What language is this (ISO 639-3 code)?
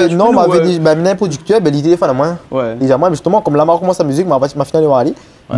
rcf